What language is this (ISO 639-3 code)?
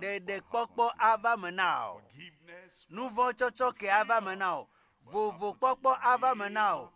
ewe